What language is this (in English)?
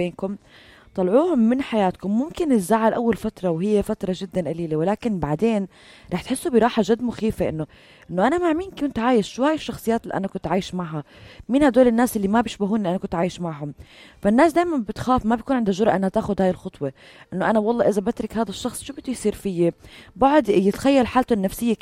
North Levantine Arabic